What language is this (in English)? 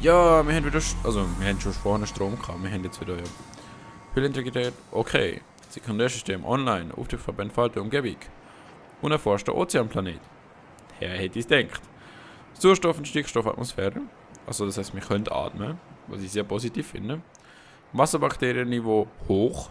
Swiss German